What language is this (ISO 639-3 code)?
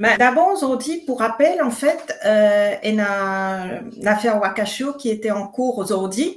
mfe